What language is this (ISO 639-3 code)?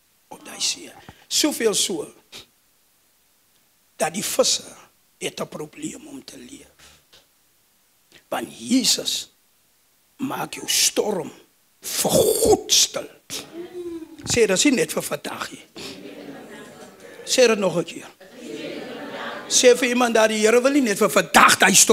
afr